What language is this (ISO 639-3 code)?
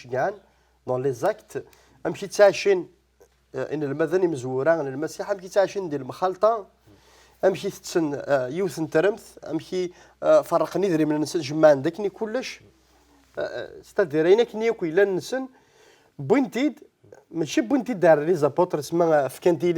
kab